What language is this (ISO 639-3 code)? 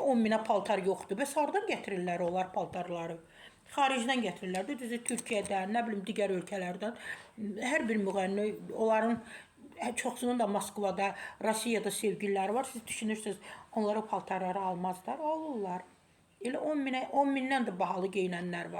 aze